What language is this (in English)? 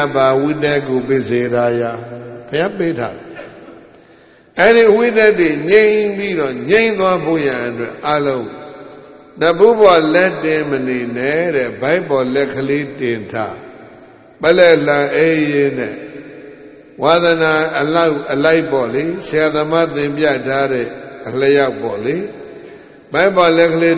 Burmese